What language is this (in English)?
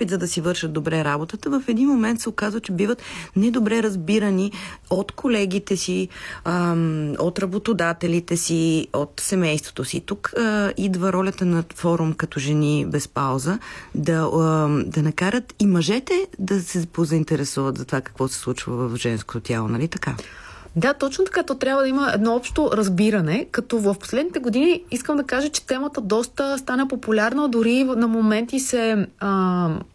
Bulgarian